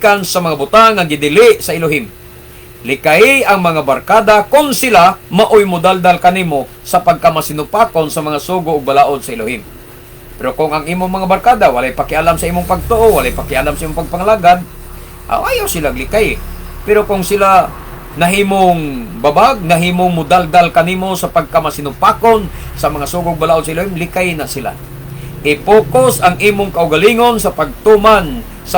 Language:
Cebuano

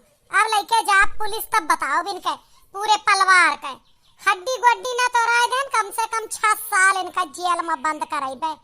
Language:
Awadhi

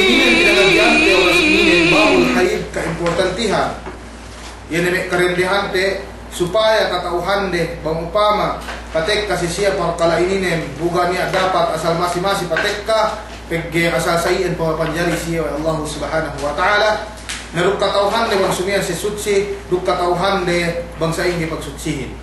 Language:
Yakan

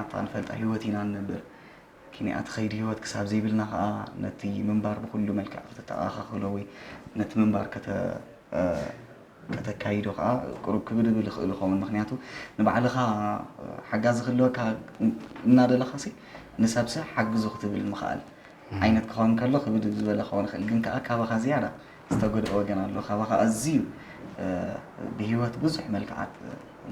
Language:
Tigrinya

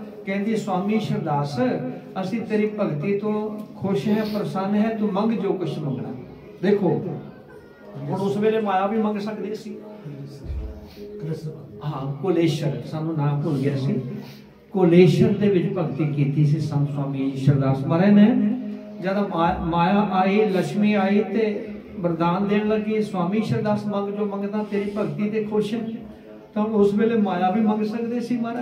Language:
Punjabi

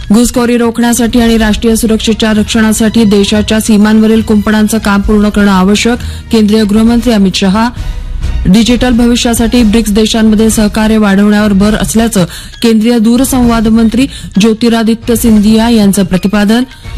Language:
Marathi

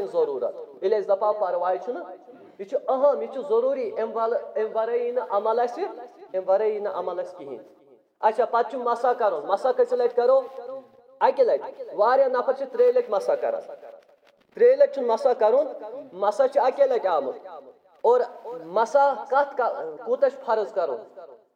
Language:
Kashmiri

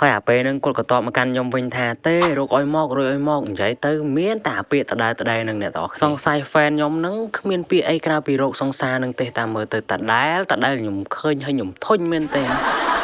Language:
Khmer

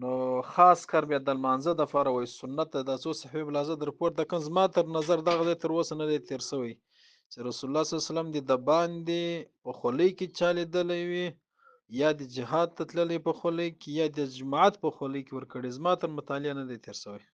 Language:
Pashto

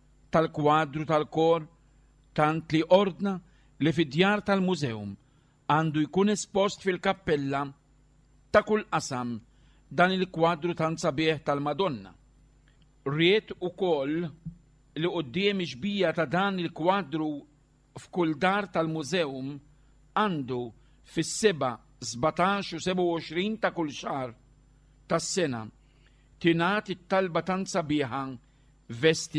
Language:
Maltese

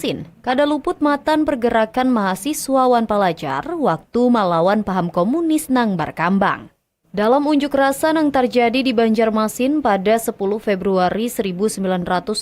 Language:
Banjar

